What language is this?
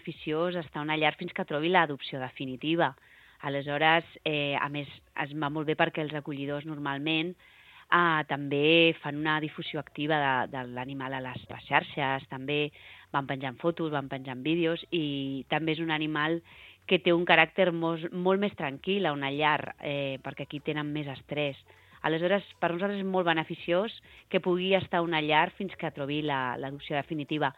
Catalan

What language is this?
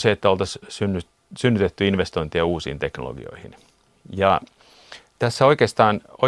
Finnish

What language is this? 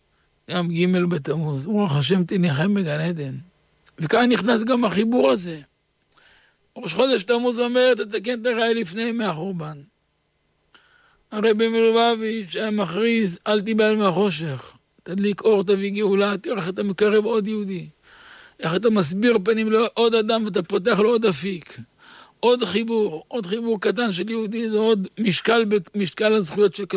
Hebrew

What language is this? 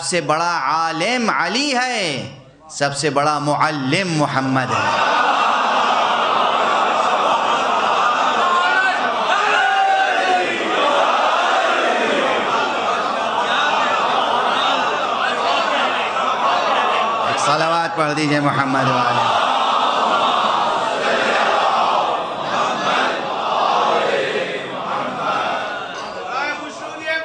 Urdu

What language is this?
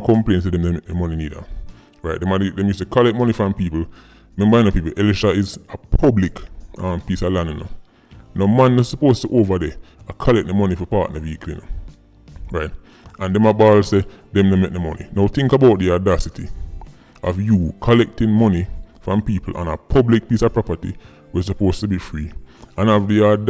Jamaican Creole English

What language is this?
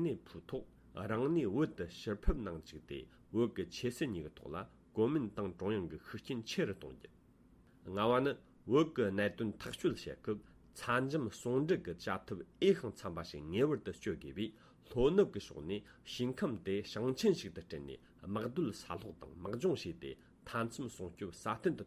Tibetan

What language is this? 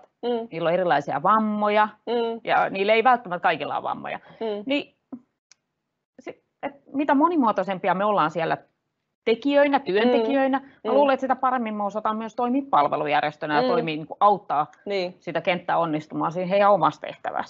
Finnish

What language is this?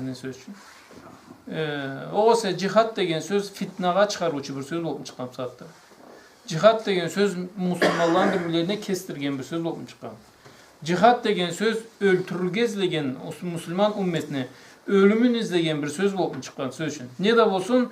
Karachay-Balkar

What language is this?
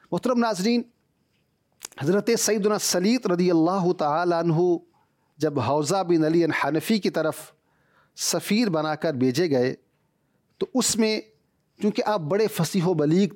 Urdu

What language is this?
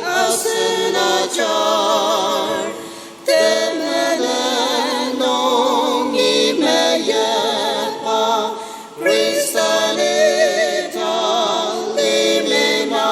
Ao Naga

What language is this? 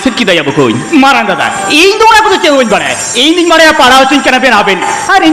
Santali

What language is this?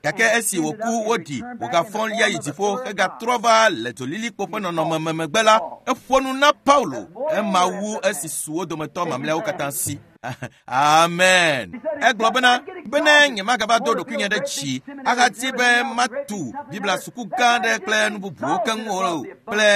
Ewe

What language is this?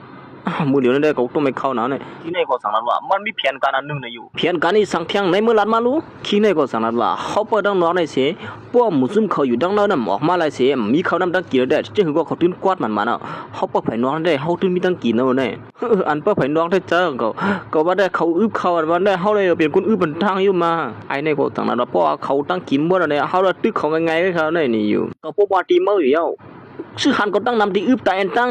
Shan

